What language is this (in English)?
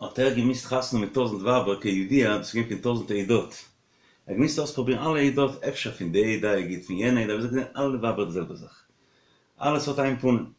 Yiddish